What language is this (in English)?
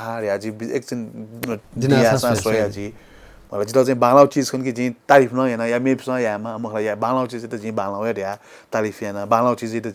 Newari